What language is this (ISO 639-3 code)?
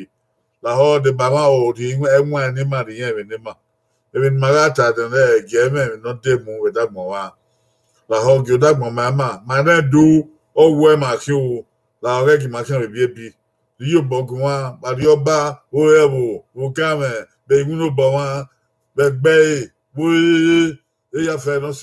bin